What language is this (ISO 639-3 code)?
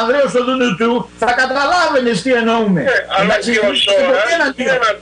ell